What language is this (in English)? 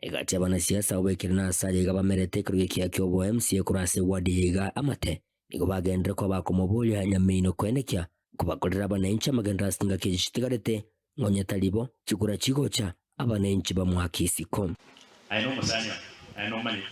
Gusii